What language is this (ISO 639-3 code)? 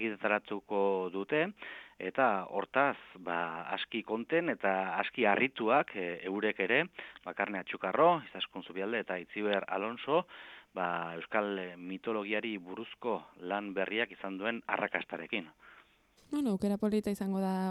eus